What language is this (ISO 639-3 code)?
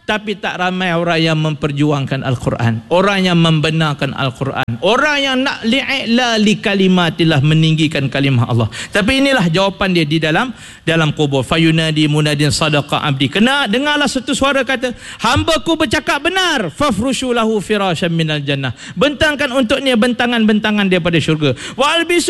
msa